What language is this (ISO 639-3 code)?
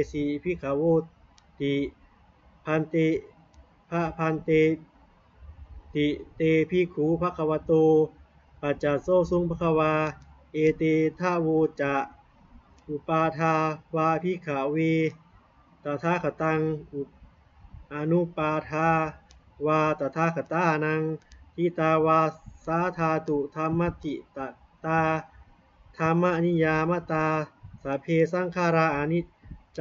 pli